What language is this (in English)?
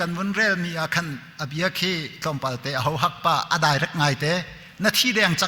Hakha Chin